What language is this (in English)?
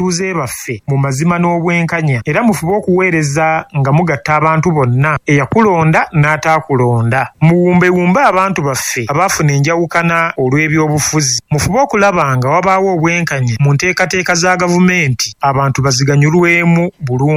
Ganda